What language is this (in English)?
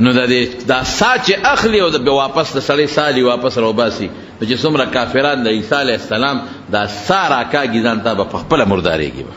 Pashto